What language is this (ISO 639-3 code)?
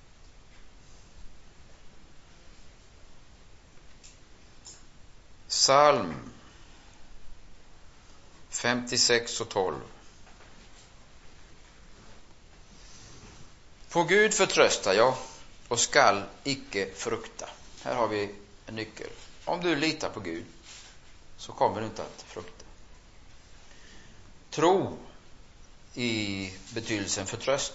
swe